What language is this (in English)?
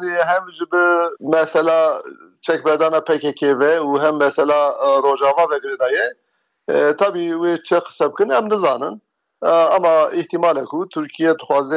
Kurdish